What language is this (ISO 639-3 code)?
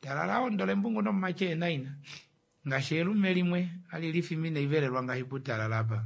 kua